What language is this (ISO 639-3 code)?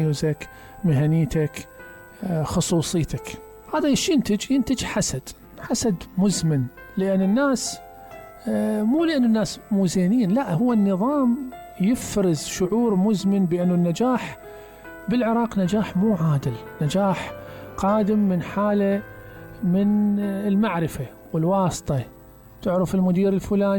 acm